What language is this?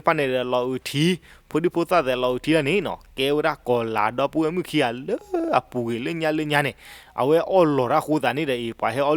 S'gaw Karen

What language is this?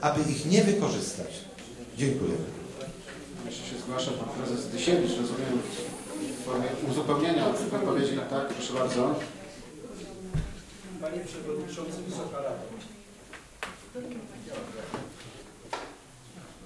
Polish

